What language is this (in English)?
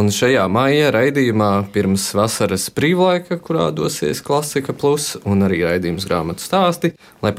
Latvian